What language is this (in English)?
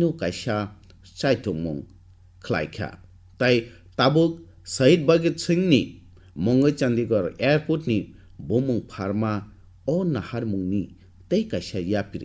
Kok Borok